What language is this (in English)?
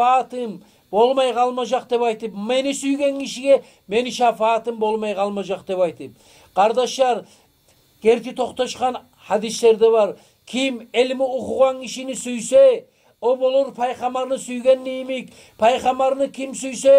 Kumyk